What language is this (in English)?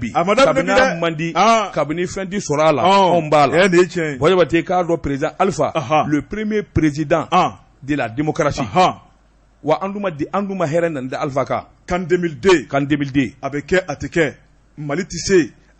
Bambara